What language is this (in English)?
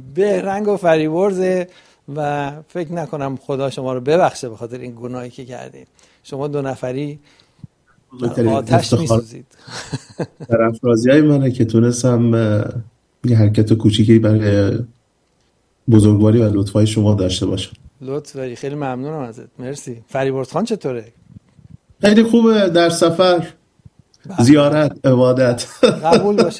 Persian